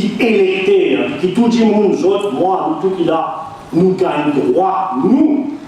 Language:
Morisyen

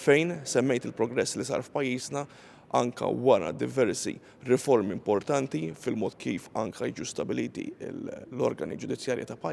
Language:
Maltese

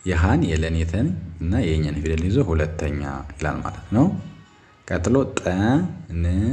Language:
Amharic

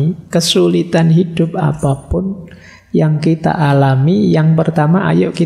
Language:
Indonesian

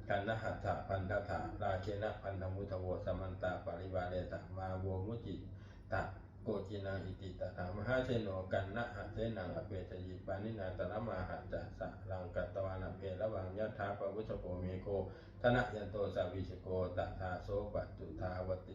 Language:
Pali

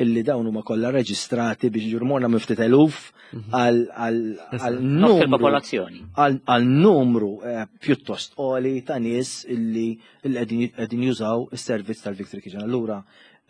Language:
Maltese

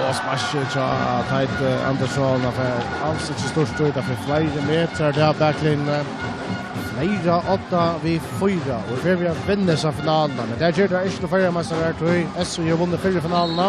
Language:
Faroese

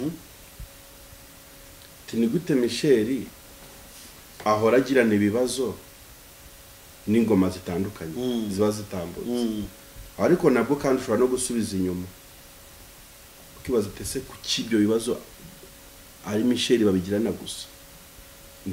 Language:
Kinyarwanda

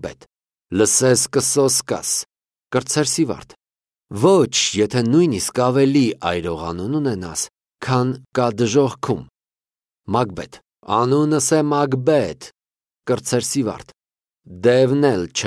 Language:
Armenian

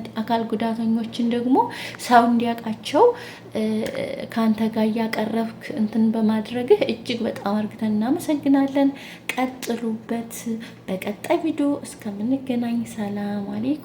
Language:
Amharic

